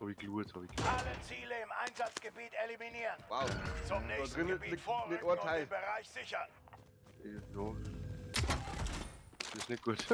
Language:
Bavarian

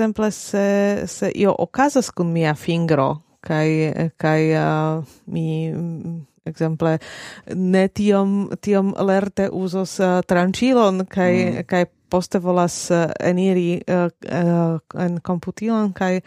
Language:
Esperanto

